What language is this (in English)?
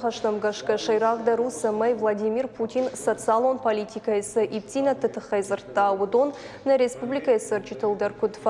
Ossetic